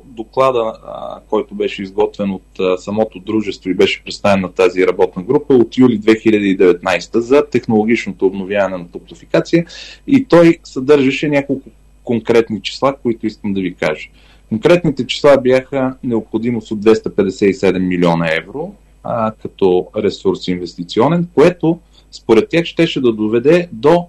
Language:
Bulgarian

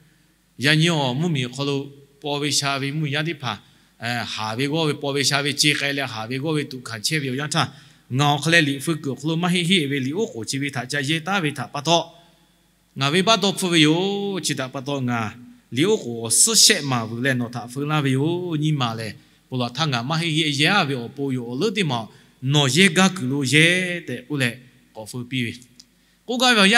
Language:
Lahu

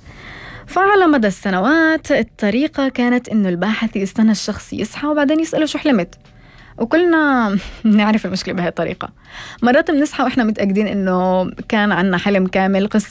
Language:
North Levantine Arabic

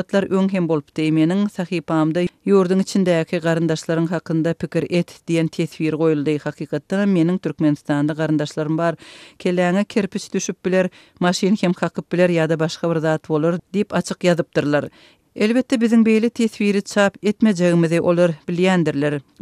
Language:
Turkmen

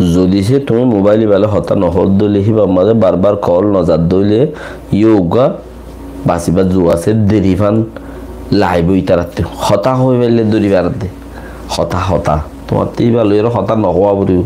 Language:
Rohingya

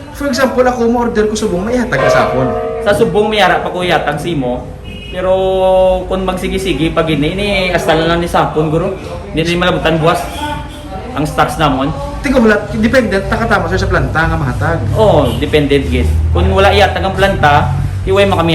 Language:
Hiligaynon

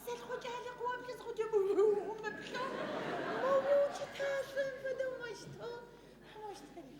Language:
Adyghe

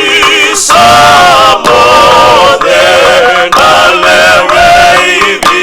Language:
Fijian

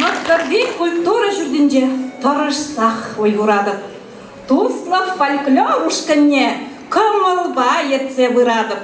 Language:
Chuvash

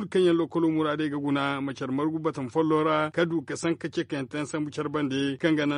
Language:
Zarma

